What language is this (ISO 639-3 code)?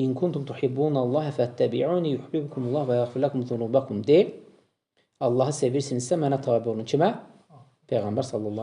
aze